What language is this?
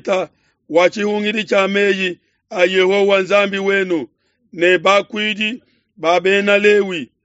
Luba-Lulua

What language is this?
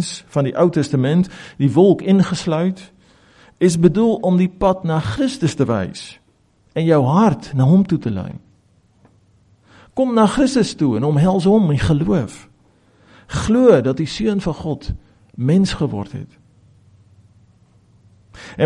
Afrikaans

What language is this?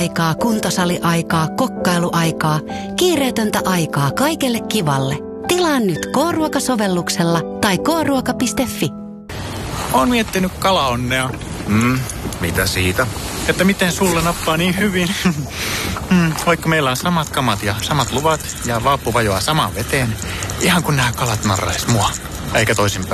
Finnish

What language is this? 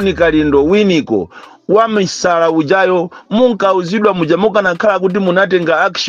Nyanja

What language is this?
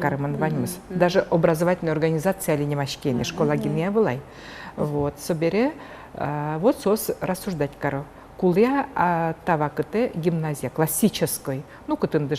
Udmurt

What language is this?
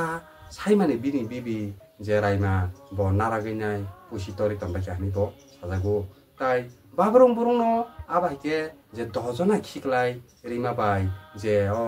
Kok Borok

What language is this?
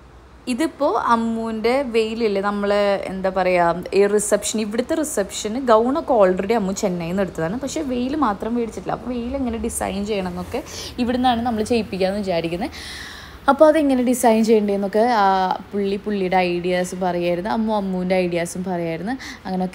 Malayalam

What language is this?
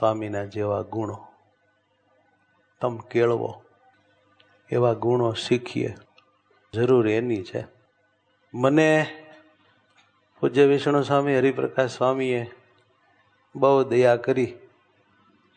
Gujarati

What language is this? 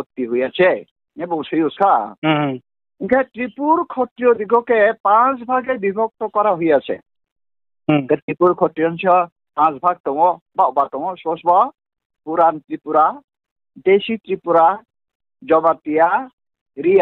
Riang (India)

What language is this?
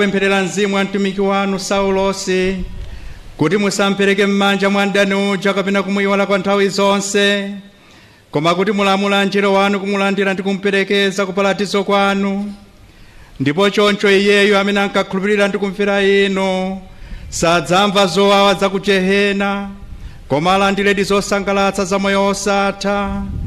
Nyanja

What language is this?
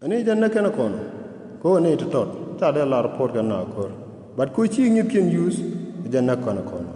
Nuer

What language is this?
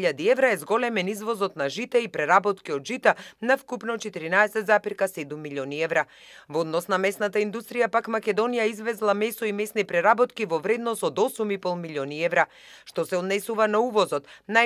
Macedonian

